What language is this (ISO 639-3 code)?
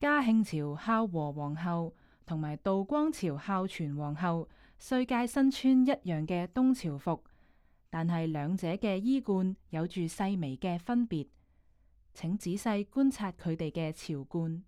yue